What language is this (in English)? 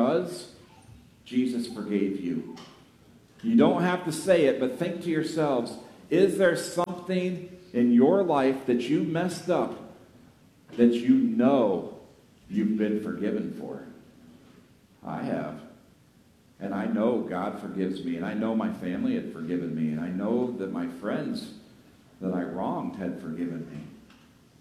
English